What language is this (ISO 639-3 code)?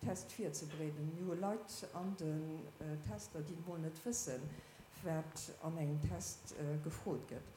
ltz